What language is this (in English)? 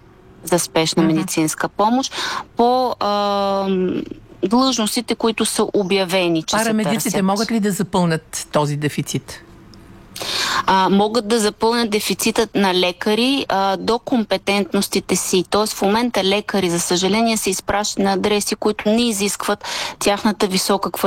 Bulgarian